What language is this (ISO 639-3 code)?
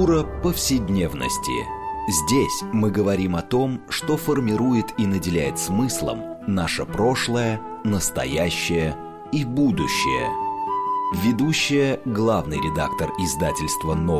rus